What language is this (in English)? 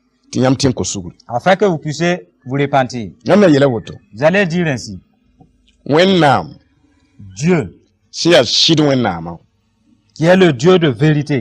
Mossi